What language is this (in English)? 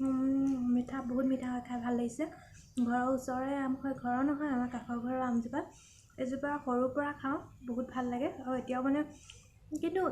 Assamese